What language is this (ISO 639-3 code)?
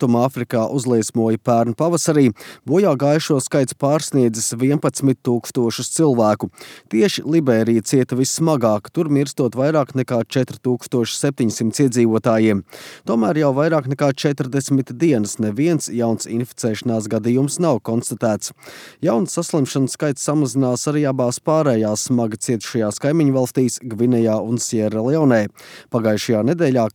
lav